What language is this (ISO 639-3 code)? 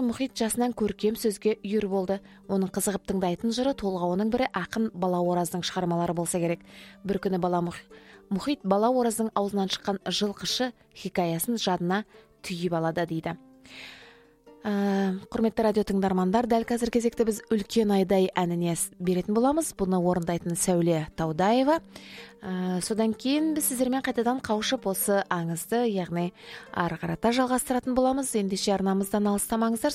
kaz